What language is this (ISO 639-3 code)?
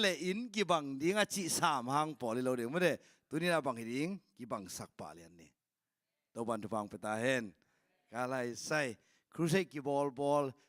ctd